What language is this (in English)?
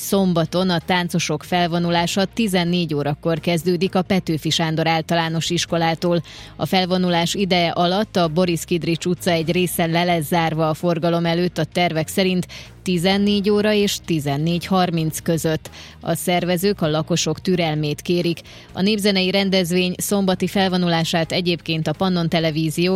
Hungarian